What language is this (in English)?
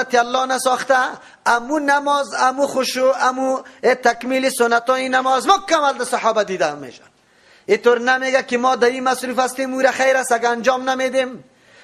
Persian